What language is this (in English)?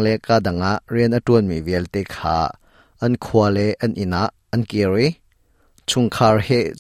Hakha Chin